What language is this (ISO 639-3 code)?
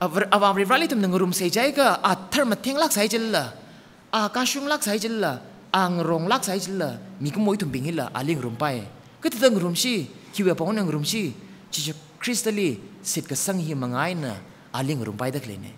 nmf